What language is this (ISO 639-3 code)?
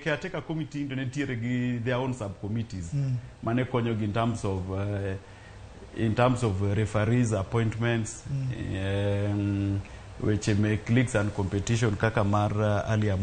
luo